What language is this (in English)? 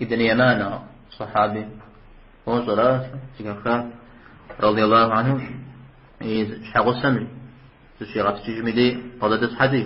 Kabardian